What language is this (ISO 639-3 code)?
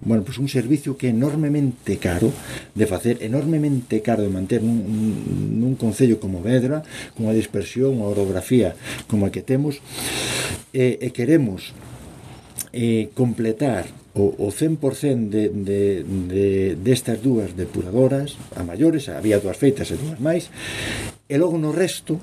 glg